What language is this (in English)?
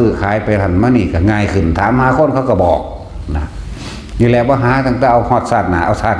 Northeastern Thai